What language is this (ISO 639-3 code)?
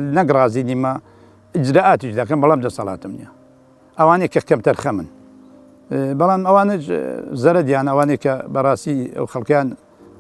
ckb